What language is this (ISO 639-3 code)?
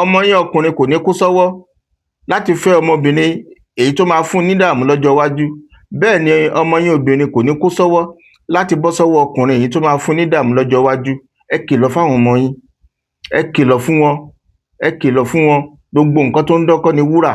yor